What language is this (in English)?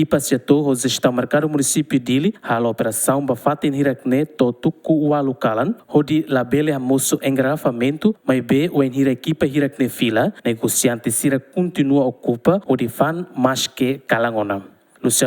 Tetum